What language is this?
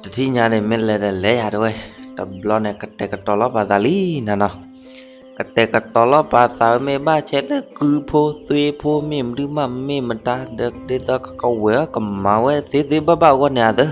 S'gaw Karen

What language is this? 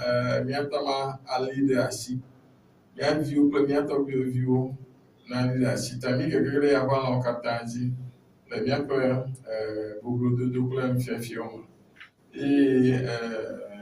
Ewe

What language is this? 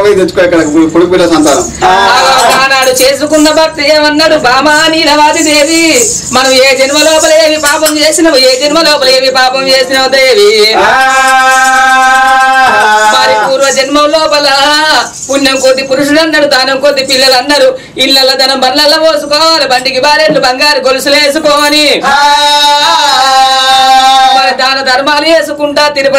Telugu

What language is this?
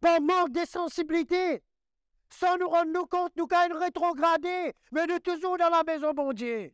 Morisyen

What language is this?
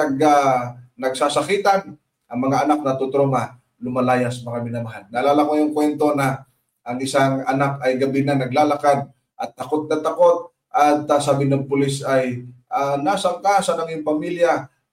Filipino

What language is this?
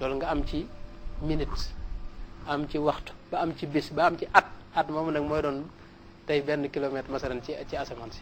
Wolof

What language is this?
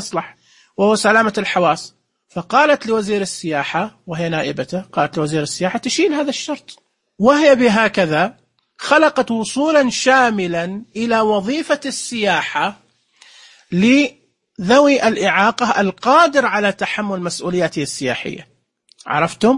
Najdi Arabic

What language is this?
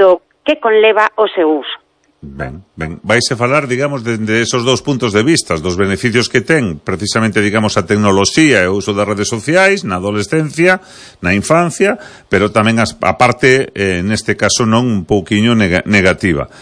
Galician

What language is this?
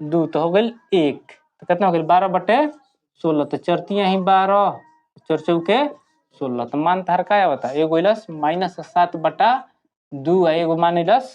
Bhojpuri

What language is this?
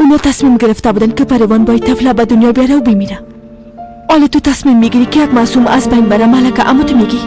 Persian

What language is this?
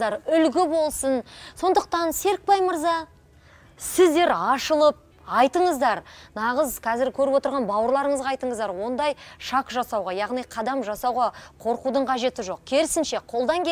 Kazakh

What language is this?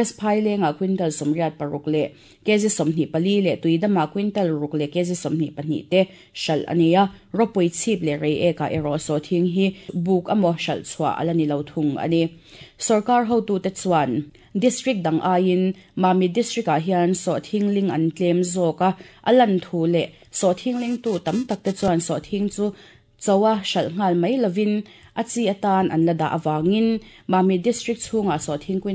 Mizo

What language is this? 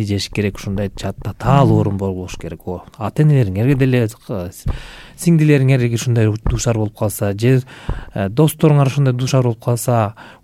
Kyrgyz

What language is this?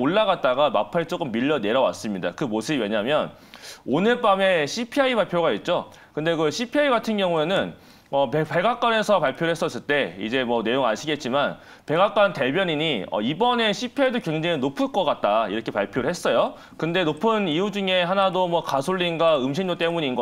Korean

